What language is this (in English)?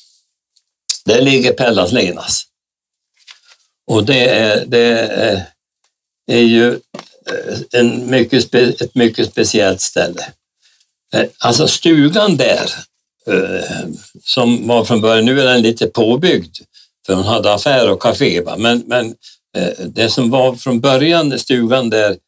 Swedish